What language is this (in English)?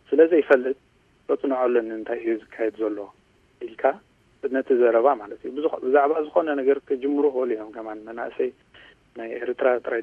Tigrinya